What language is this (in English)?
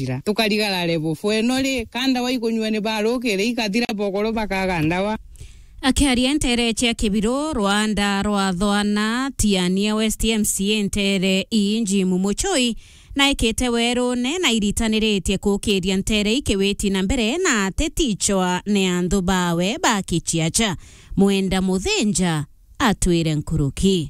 Meru